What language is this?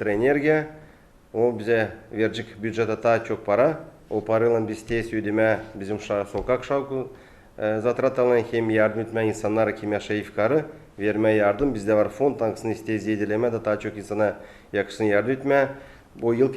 Gagauz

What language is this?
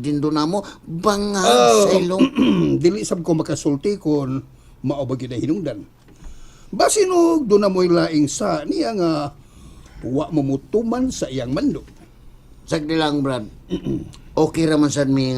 Cebuano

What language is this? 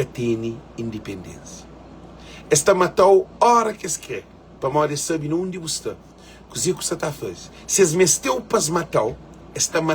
Kabuverdianu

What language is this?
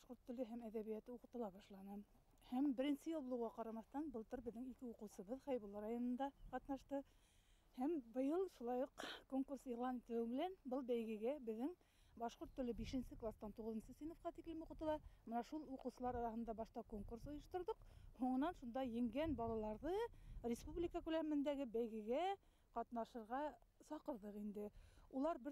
Bashkir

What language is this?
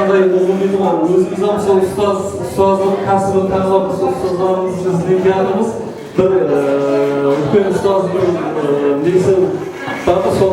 Kara-Kalpak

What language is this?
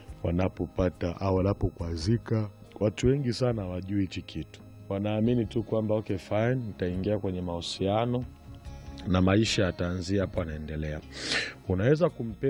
Swahili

